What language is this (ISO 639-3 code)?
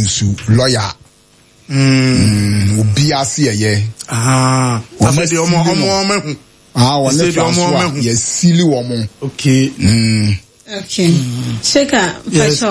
aka